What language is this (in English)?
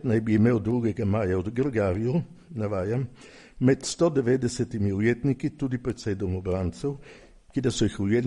Slovenian